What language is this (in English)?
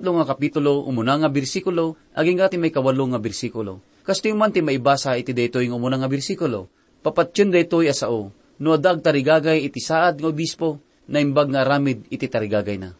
Iloko